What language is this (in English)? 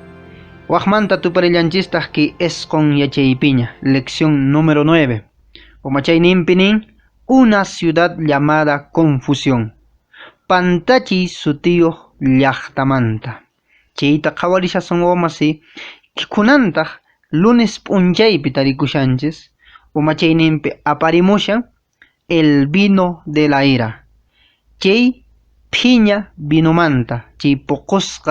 Quechua